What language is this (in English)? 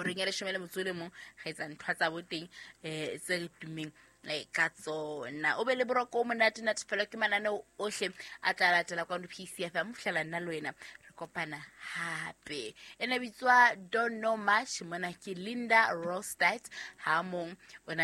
Southern Sotho